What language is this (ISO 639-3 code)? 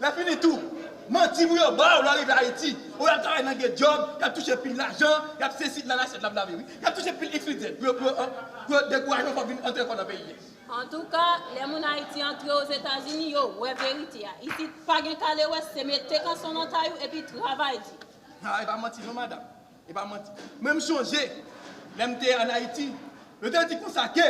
hat